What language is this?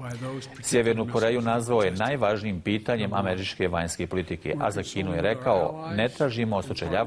Bosnian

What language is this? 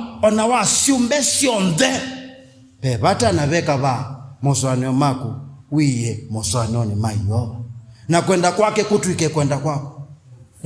Kamba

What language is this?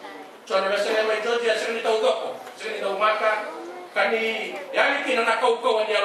Fijian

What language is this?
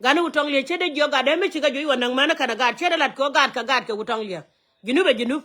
Nuer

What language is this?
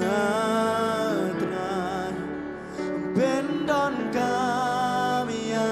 Khasi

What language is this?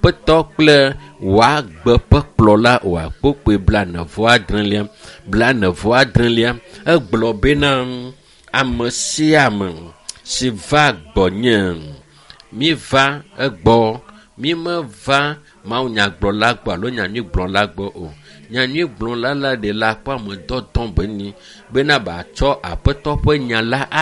Ewe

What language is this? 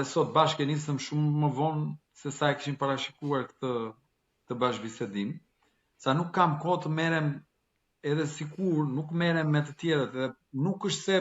Albanian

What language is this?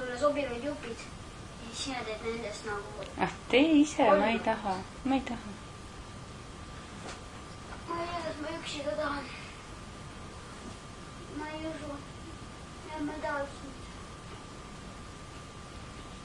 Estonian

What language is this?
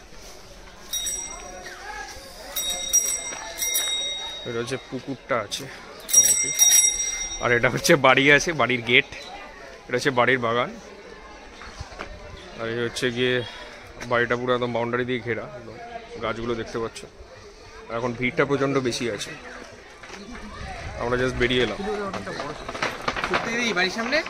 Bangla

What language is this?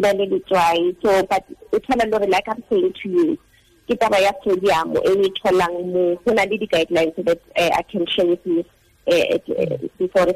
Tswana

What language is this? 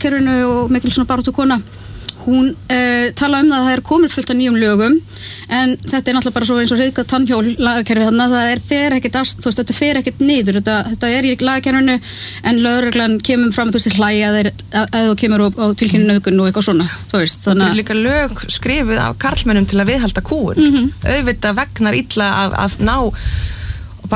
Icelandic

